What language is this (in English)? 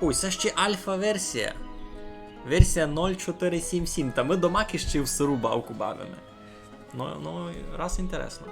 Rusyn